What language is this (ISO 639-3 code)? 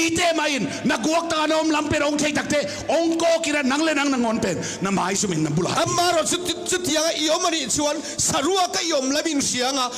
ctd